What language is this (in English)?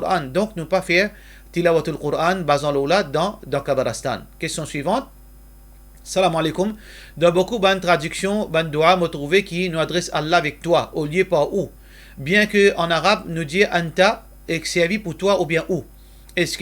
Morisyen